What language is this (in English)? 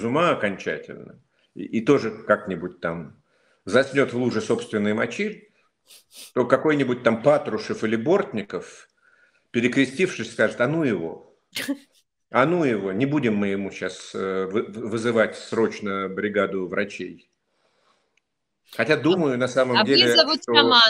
Russian